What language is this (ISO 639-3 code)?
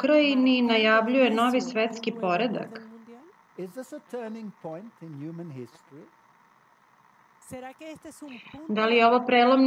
srp